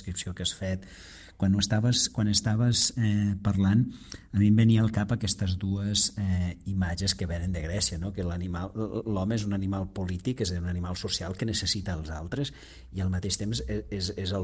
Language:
Catalan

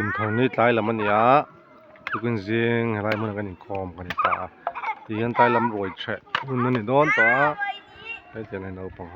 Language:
Mizo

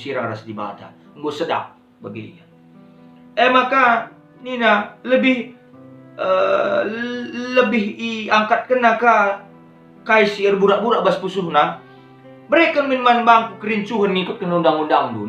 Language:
Batak Karo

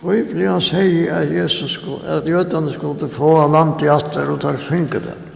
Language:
Faroese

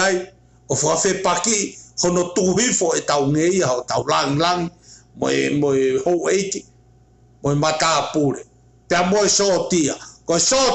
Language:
Tongan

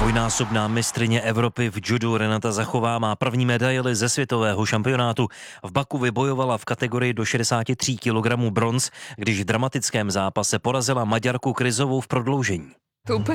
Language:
Czech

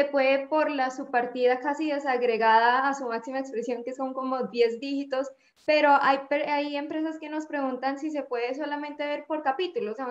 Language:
Spanish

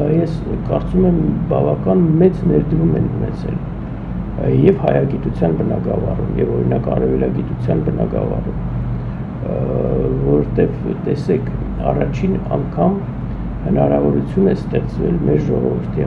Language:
Armenian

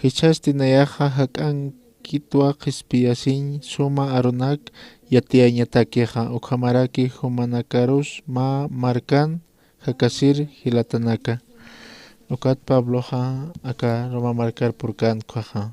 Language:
Aymara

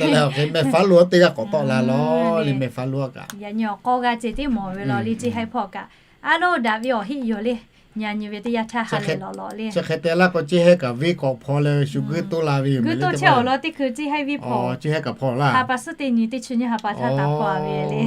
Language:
Lahu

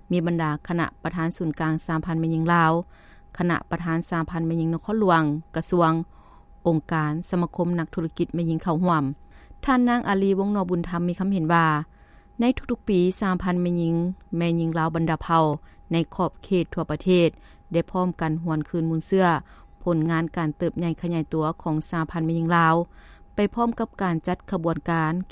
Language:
Lao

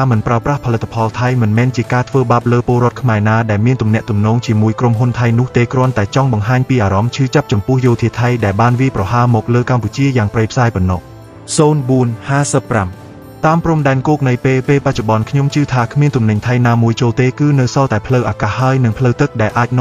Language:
Khmer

